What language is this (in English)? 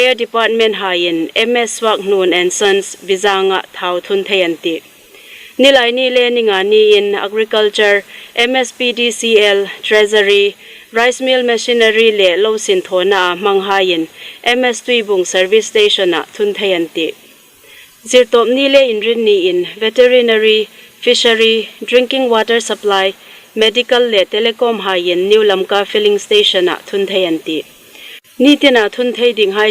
Hmar